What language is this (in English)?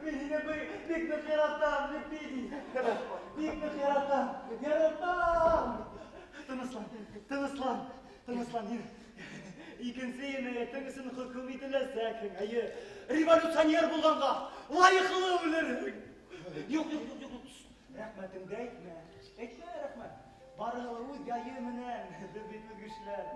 Bashkir